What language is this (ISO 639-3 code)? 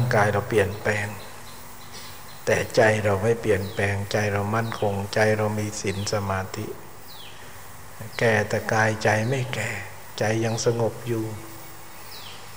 tha